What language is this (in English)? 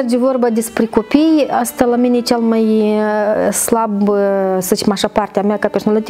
Romanian